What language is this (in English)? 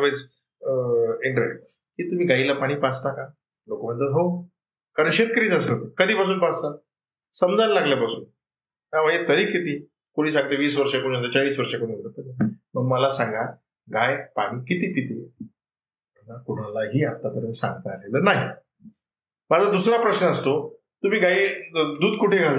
Marathi